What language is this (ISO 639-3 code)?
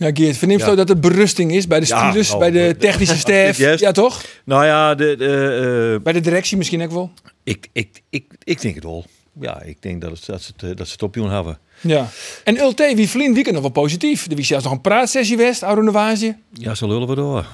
fry